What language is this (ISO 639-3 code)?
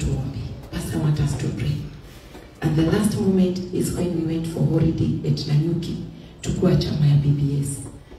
kik